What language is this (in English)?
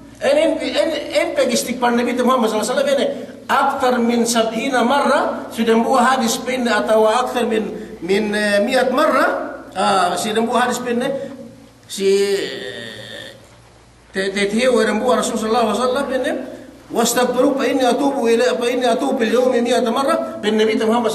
Yakan